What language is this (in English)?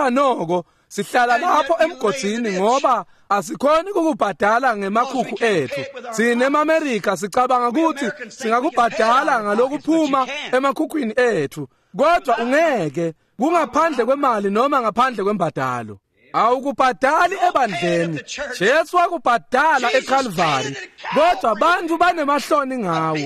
Swati